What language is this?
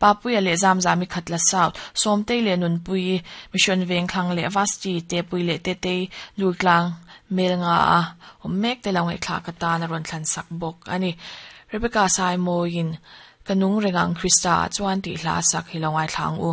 Mizo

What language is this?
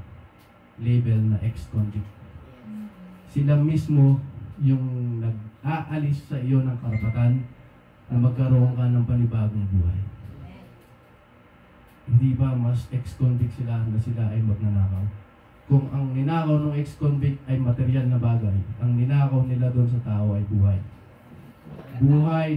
Filipino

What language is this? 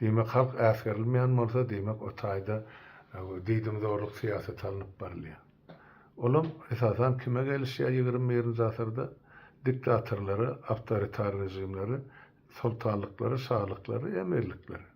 Turkmen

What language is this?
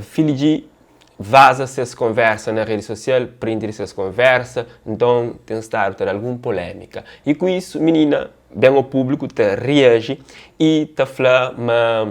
Kabuverdianu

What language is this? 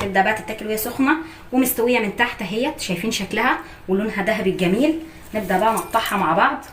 Egyptian Arabic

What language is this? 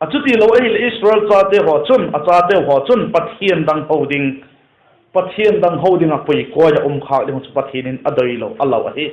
Vaiphei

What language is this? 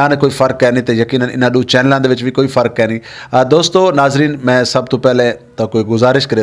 Saraiki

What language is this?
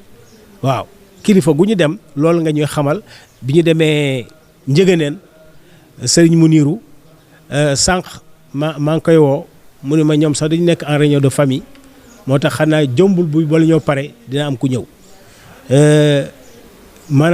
Wolof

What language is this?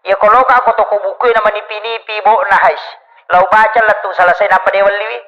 Buginese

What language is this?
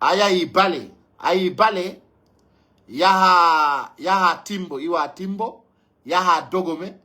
Pular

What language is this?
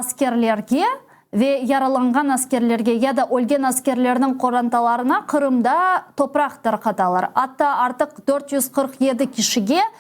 Crimean Tatar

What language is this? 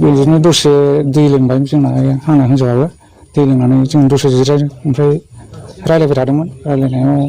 Bodo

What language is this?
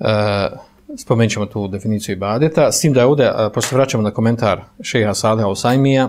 Bosnian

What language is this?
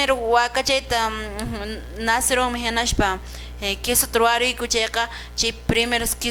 Quechua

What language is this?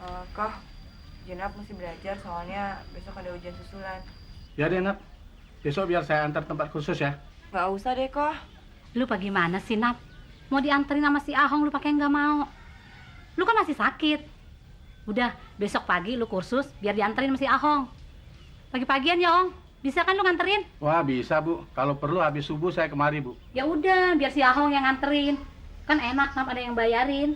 Betawi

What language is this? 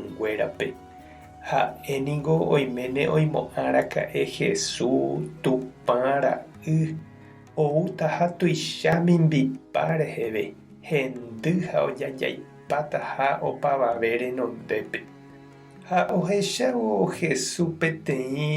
Guarani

